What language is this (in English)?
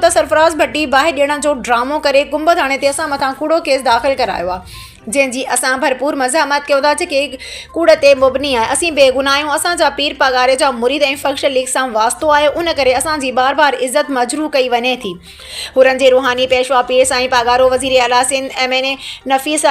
Sindhi